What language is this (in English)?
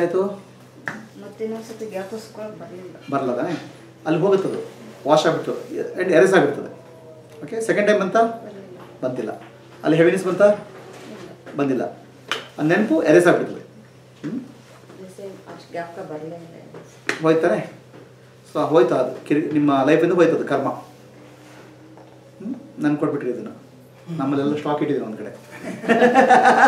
Kannada